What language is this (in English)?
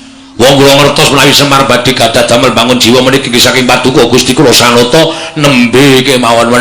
Javanese